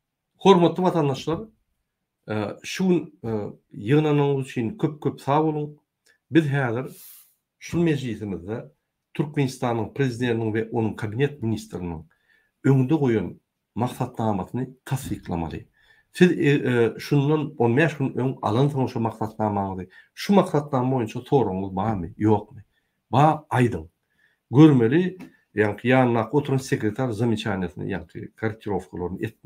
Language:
Turkmen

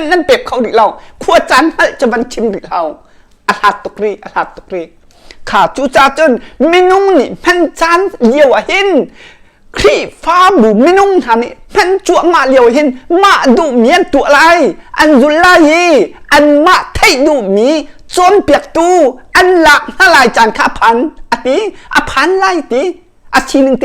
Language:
Hakha Chin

